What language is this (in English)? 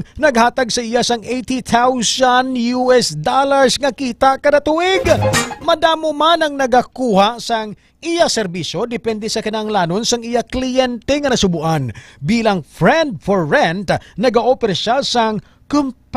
Hiligaynon